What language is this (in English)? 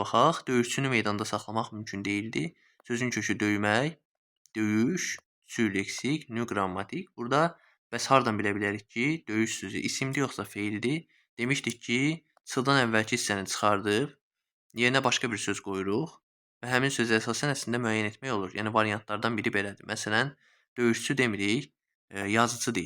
Azerbaijani